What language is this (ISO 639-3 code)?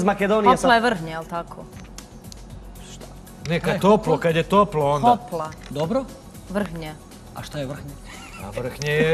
srp